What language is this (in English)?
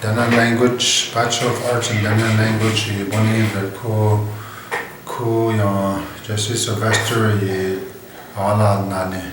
Chipewyan